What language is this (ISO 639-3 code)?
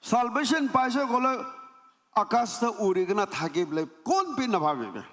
nag